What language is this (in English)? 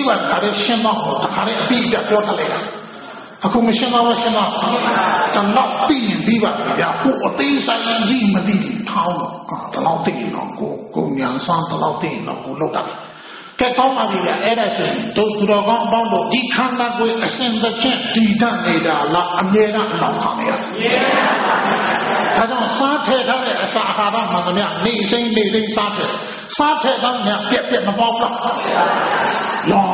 Burmese